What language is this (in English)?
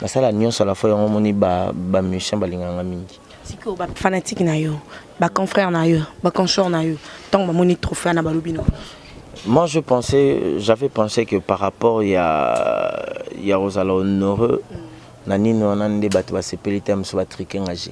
Lingala